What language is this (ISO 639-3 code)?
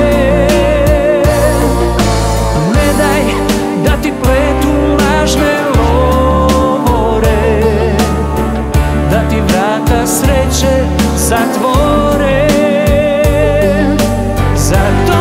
srp